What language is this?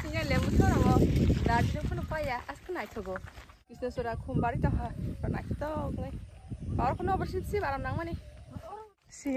Kok Borok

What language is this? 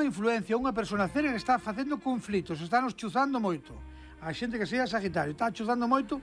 Galician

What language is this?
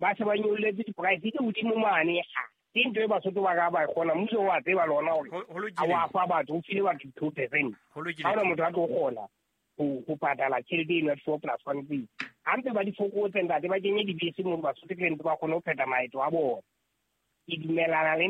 Southern Sotho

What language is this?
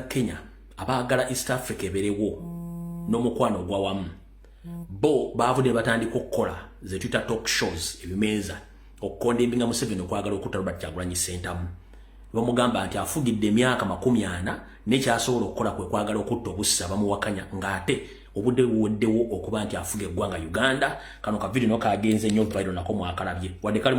Ganda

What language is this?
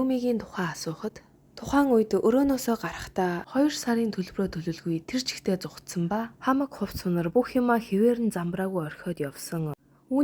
Mongolian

